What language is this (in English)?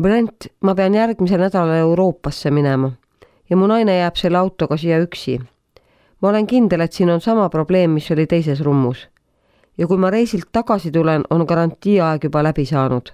Estonian